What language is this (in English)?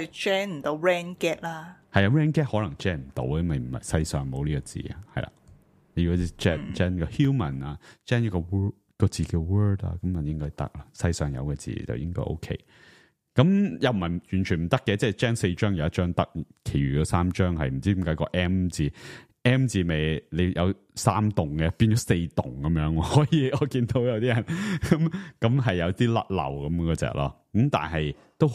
Cantonese